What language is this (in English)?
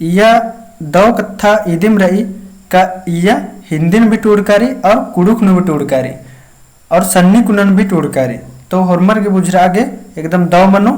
Kurukh